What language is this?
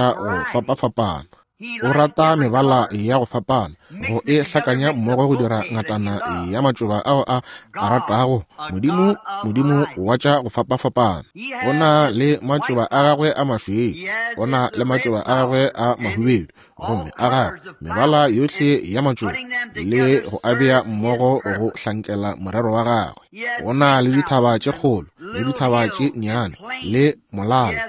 Northern Sotho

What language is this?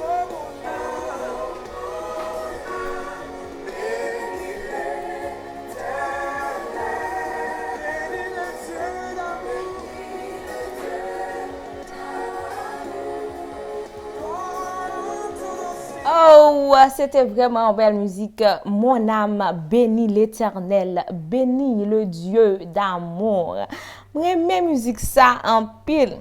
Haitian Creole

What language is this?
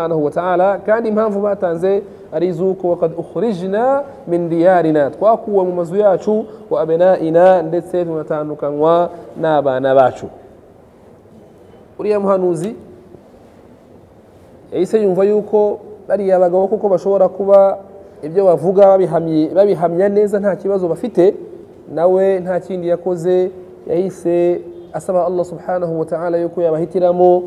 Kinyarwanda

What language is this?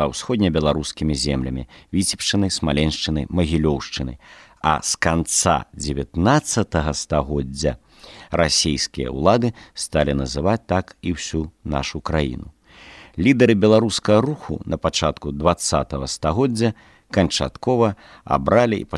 Belarusian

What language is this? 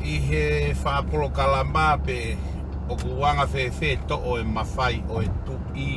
Tongan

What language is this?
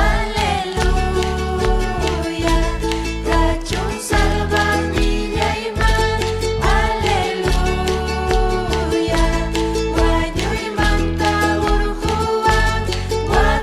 Ayacucho Quechua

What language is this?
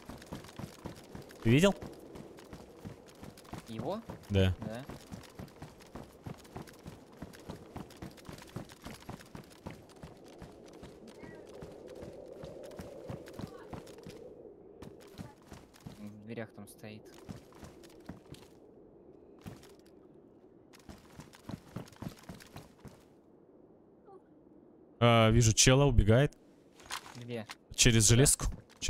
Russian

